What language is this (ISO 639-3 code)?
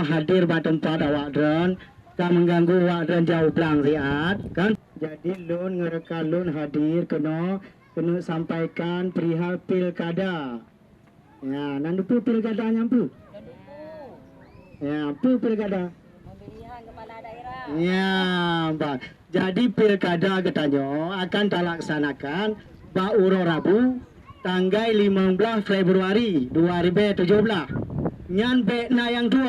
ace